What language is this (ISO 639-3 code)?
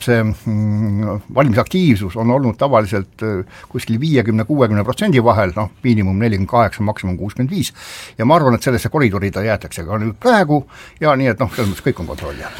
est